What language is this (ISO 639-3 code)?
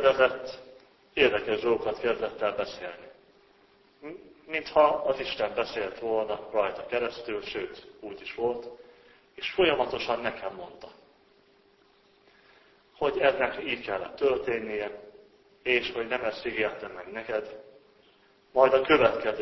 hun